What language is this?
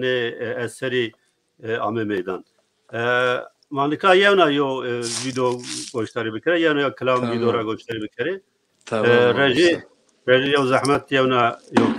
Zaza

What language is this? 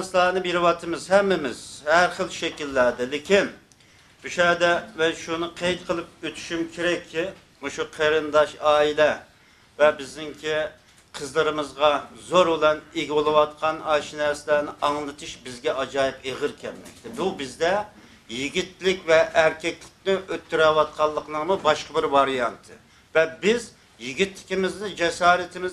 Uyghur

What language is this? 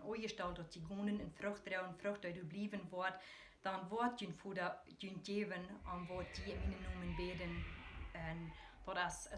Plautdietsch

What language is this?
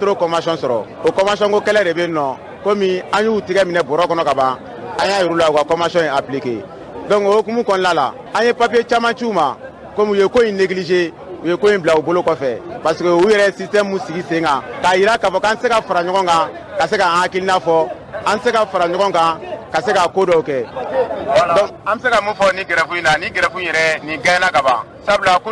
Bambara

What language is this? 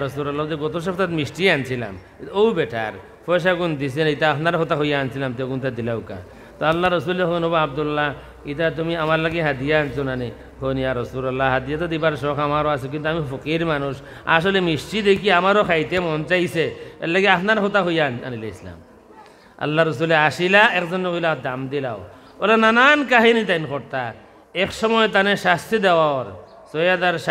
Sylheti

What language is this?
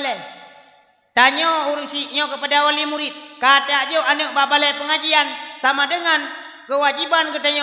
Achinese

